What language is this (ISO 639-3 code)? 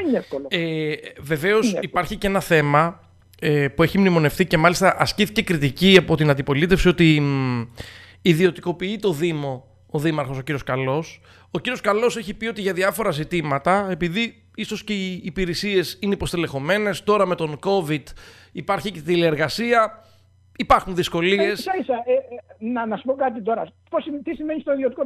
ell